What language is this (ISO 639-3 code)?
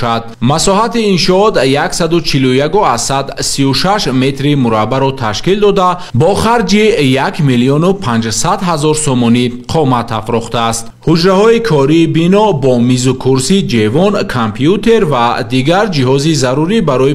tgk